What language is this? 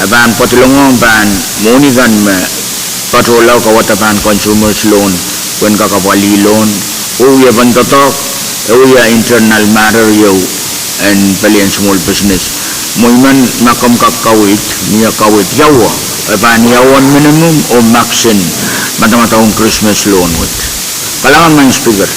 Pohnpeian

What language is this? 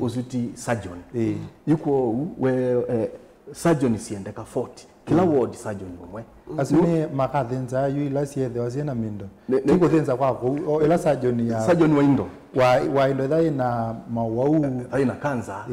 Kamba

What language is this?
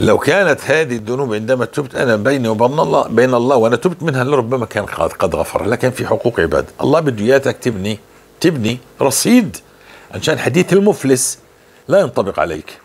North Levantine Arabic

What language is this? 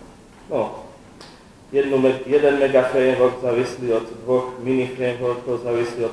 Slovak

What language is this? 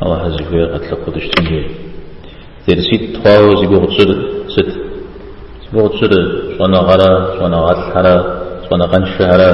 Kabardian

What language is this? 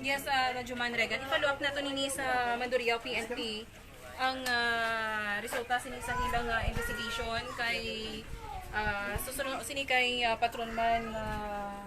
Hiligaynon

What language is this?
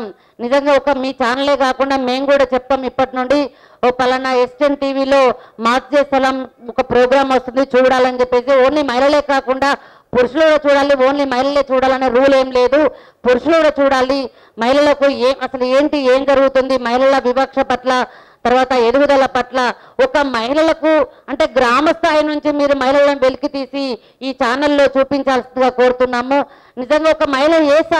Telugu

